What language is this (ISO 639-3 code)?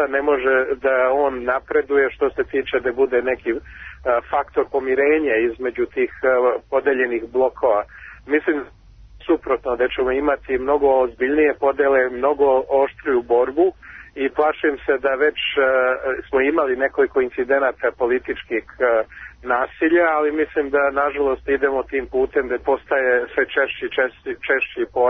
srp